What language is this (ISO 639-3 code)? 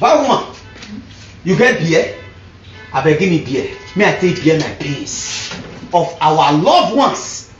pcm